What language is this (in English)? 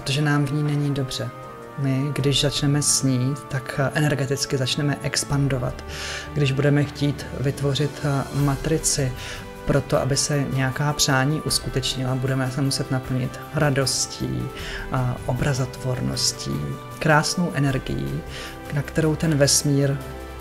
Czech